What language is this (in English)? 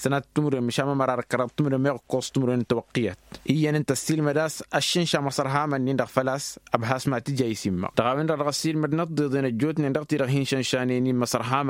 Tamasheq